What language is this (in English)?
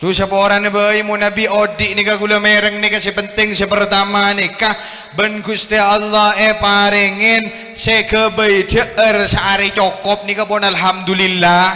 Madurese